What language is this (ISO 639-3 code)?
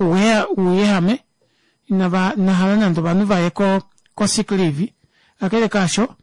kua